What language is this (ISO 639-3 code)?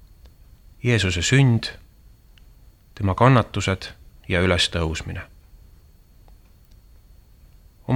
est